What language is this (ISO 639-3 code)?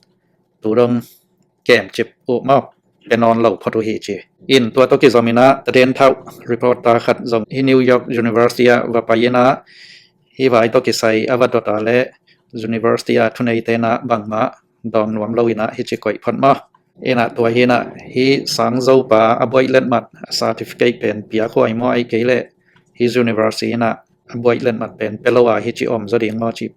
ctd